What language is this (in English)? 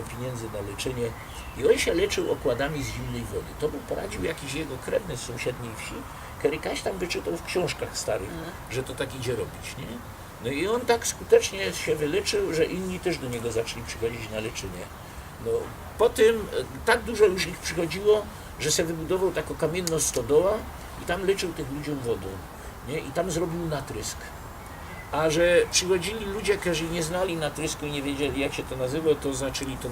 Silesian